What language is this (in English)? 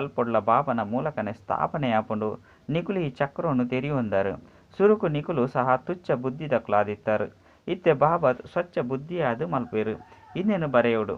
Tulu